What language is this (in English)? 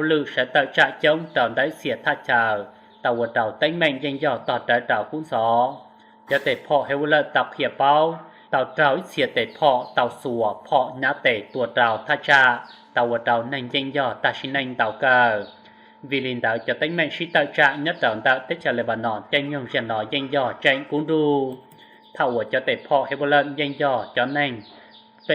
Hmong